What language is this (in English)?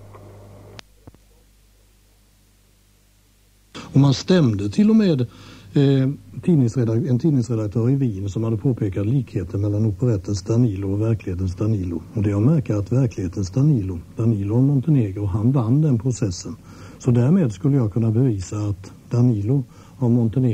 Swedish